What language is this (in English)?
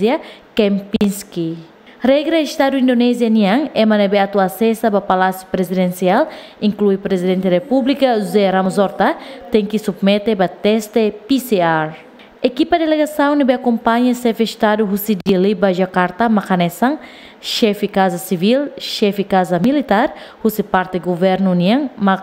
Tetum